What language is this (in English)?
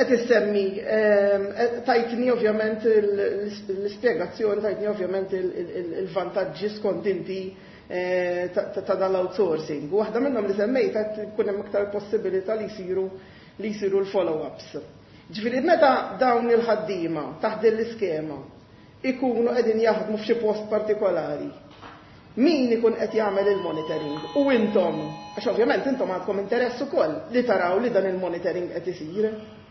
Maltese